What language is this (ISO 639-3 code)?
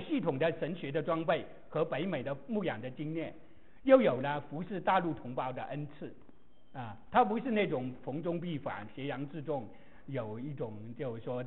zho